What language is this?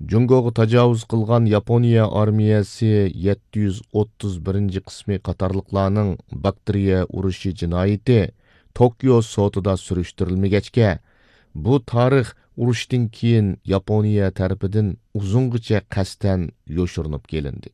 Uyghur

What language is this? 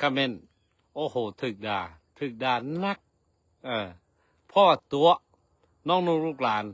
Lao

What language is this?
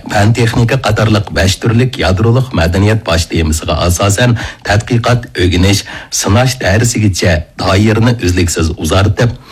Uyghur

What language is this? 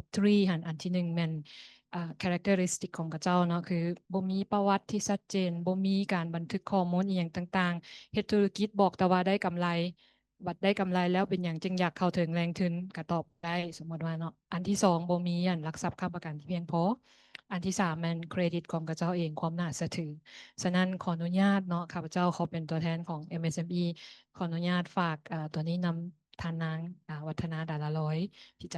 Lao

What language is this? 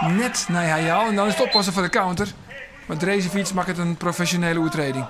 Western Frisian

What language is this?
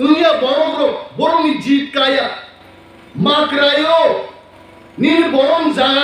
Kok Borok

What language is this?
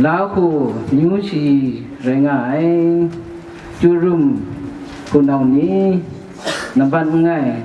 Kachin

